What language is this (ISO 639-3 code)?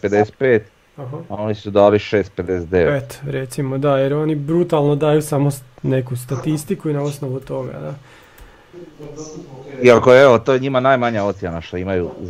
hrv